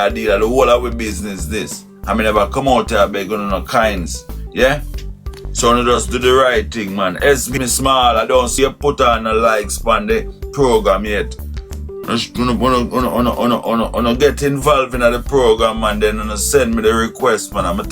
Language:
Jamaican Creole English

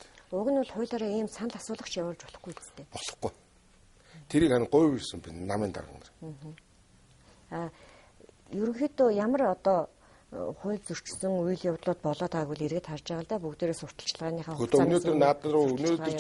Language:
Mongolian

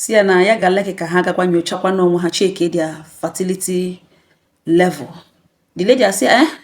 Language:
Igbo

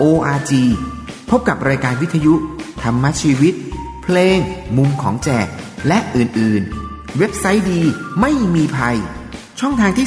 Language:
Thai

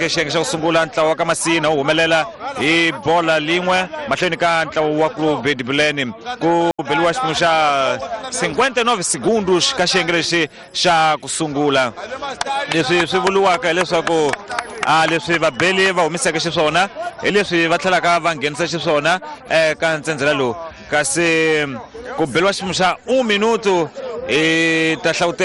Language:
Tsonga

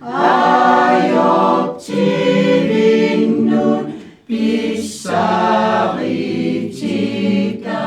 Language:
Kalaallisut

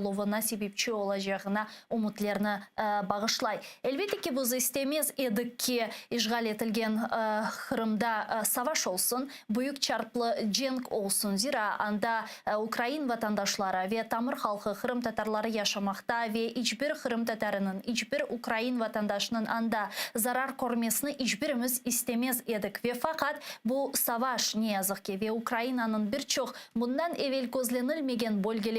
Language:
Crimean Tatar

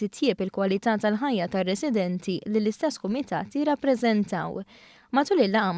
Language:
Maltese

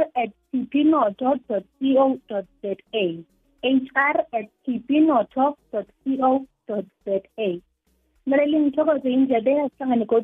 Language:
South Ndebele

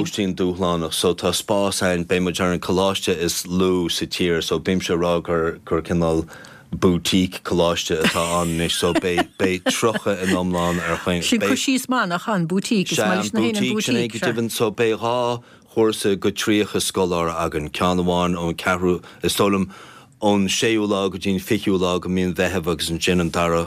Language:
Irish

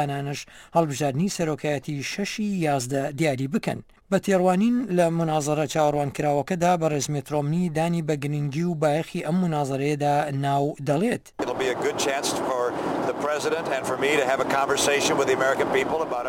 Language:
Central Kurdish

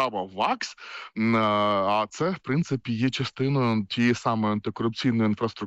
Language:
Ukrainian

